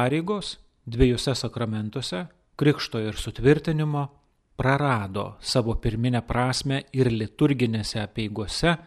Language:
Lithuanian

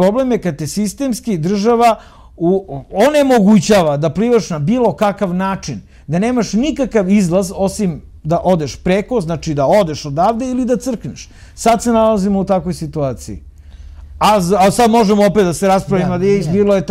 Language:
Serbian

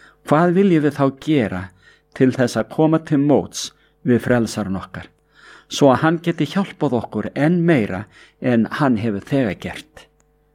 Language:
Icelandic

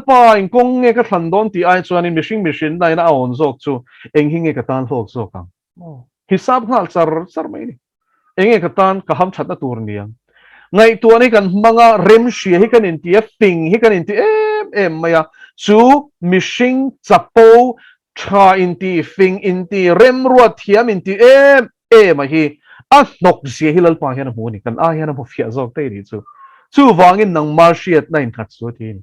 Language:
Mizo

